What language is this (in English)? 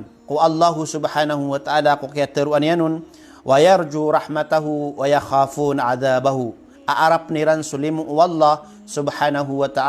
Maranao